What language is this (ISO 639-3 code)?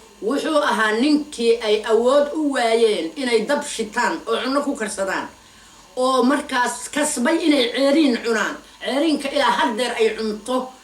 som